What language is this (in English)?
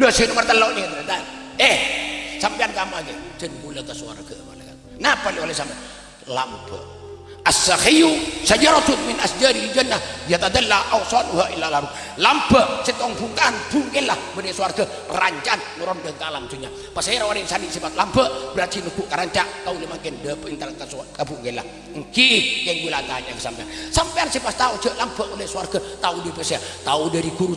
Madurese